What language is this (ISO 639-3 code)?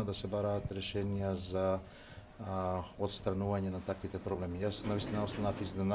mkd